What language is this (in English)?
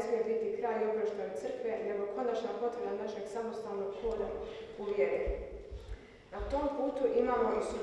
Croatian